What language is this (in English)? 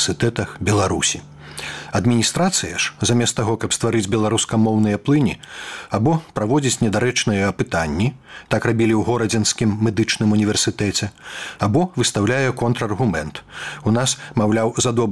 Belarusian